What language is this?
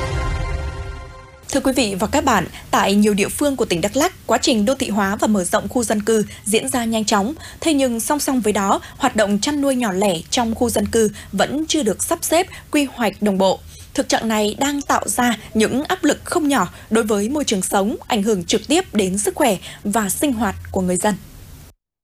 Vietnamese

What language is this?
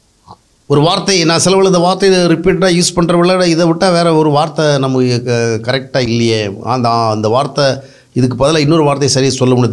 Tamil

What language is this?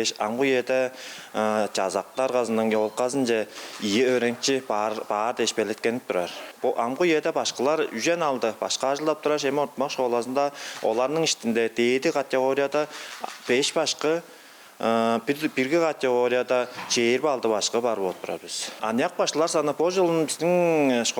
Tuvinian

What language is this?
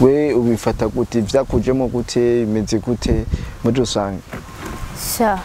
Rundi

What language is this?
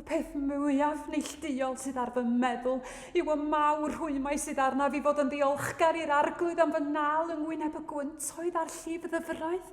Welsh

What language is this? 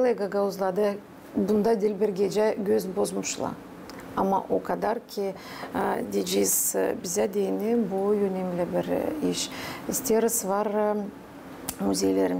Gagauz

